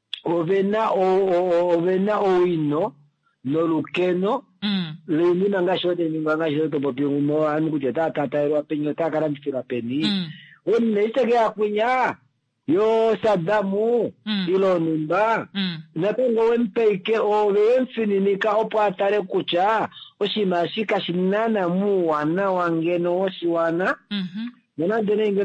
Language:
Kuanyama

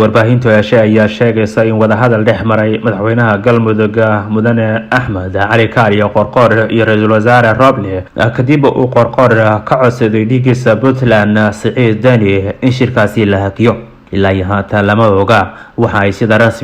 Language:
Somali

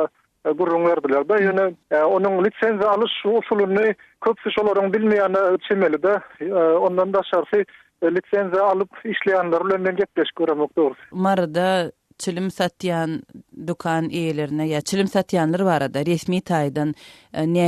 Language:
Turkmen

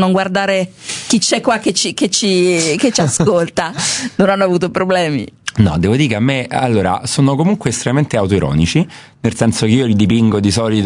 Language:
Italian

